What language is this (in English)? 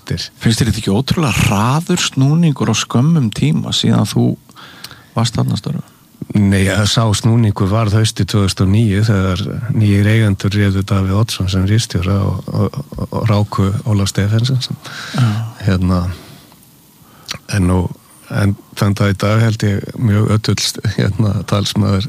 Icelandic